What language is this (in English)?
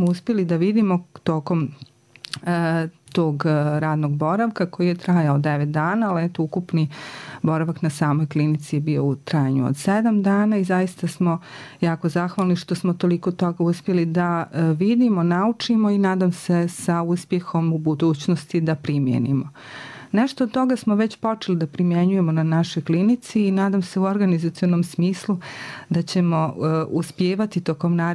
Serbian